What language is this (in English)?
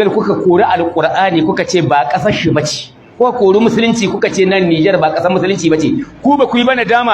Hausa